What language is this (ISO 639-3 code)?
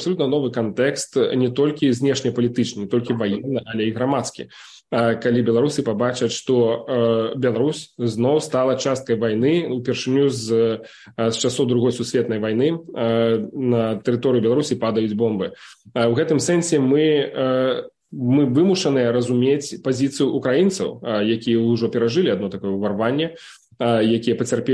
bel